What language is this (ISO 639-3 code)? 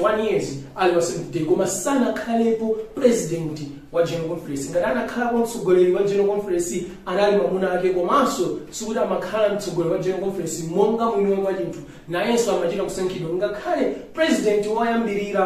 nya